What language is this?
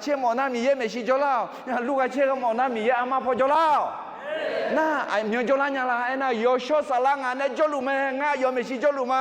Akha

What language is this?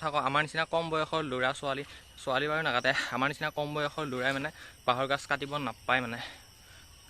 Assamese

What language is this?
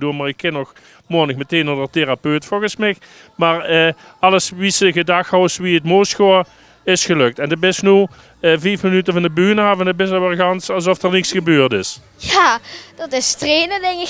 Limburgish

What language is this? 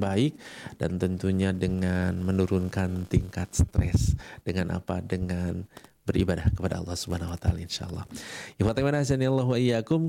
Indonesian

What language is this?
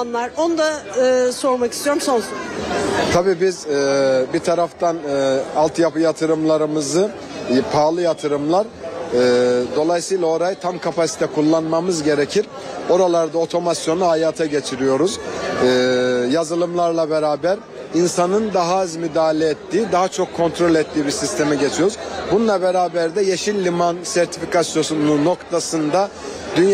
Turkish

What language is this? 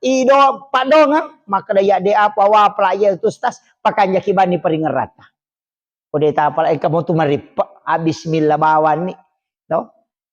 Buginese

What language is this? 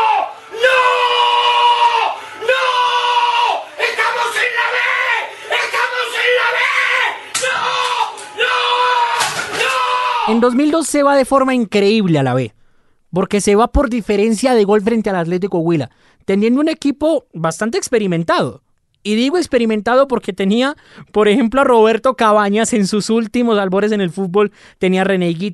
Spanish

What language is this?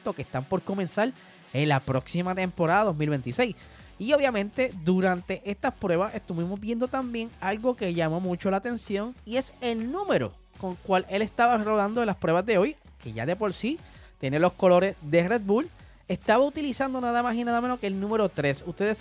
Spanish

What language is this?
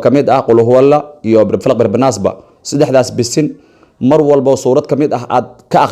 Somali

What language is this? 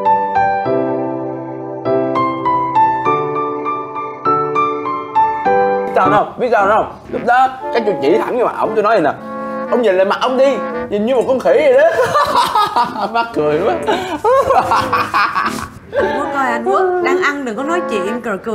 Vietnamese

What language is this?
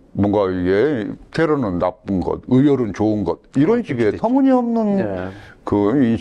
Korean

